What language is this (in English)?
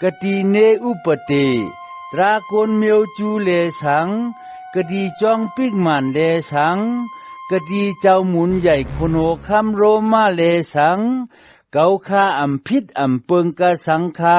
Shan